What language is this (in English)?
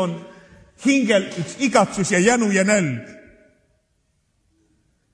Estonian